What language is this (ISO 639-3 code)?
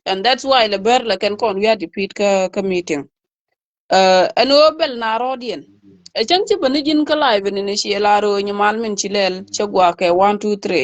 nus